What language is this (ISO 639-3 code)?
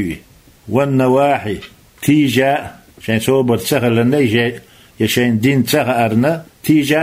che